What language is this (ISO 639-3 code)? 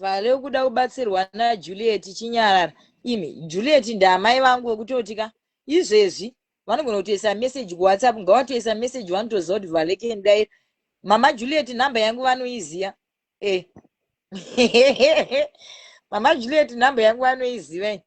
sna